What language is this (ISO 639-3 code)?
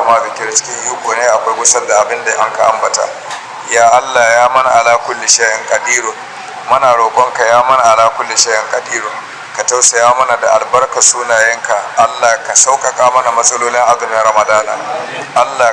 hau